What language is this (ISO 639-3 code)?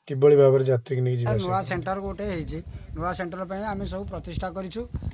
ori